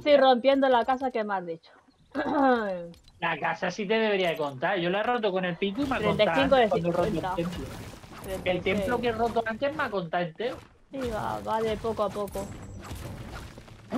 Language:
Spanish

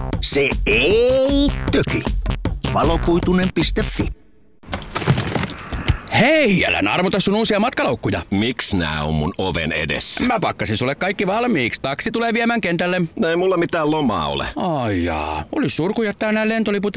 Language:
Finnish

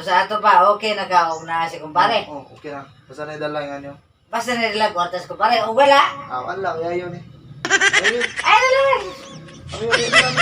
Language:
Cebuano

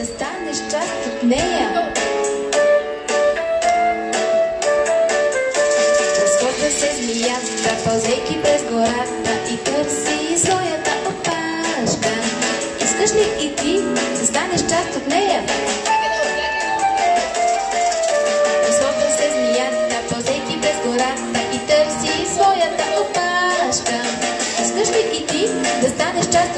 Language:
Bulgarian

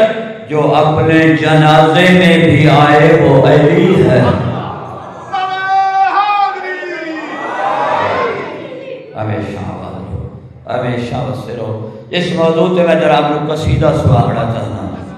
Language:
Urdu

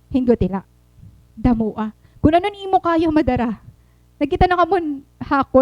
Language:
Waray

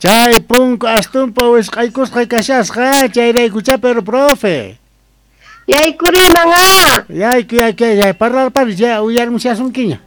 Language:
South Bolivian Quechua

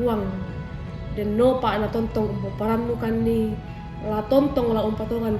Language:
Toraja-Sa'dan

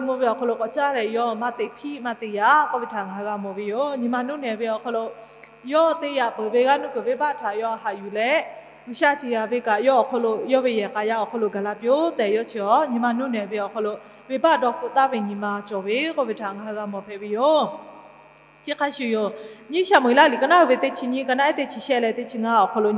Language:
Lahu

